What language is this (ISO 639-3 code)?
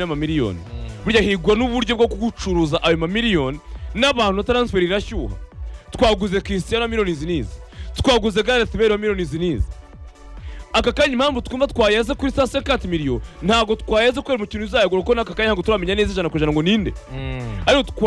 kin